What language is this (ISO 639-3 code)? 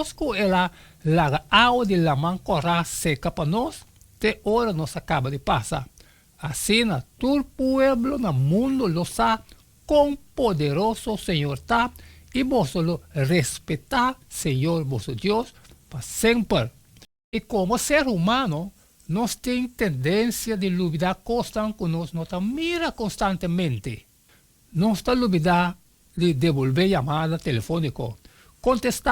pap